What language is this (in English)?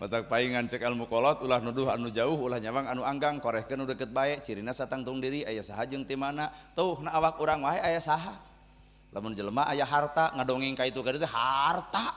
Sundanese